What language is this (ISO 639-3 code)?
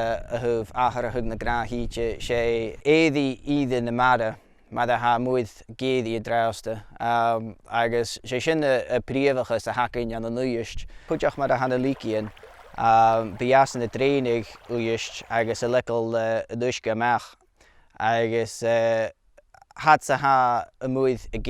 gla